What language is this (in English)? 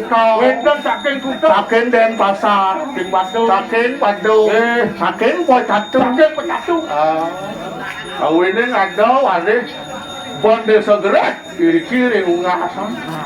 Balinese